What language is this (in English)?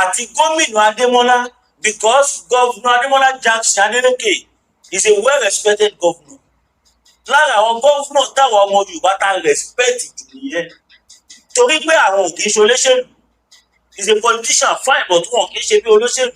Yoruba